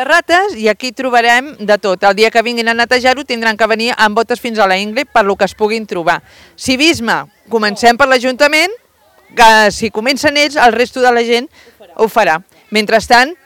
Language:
Catalan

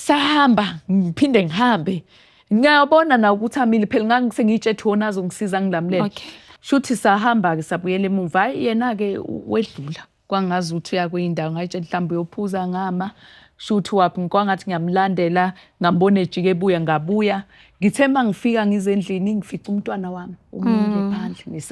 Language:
Zulu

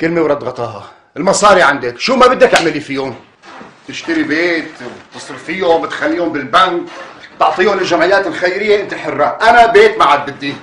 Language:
North Levantine Arabic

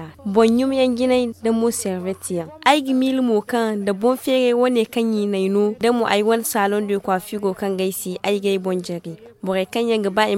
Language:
Zarma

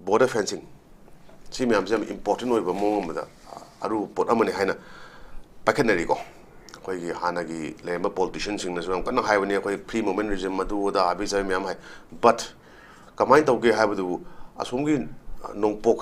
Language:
Manipuri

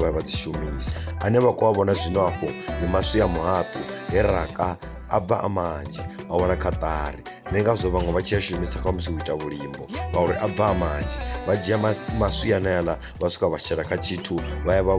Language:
Venda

